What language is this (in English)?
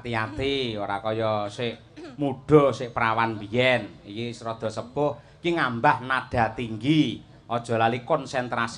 Javanese